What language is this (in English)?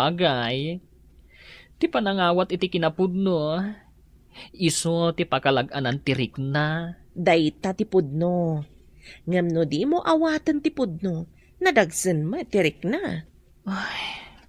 Iloko